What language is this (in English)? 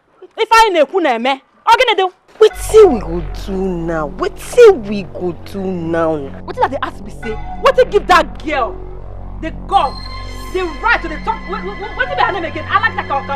Nigerian Pidgin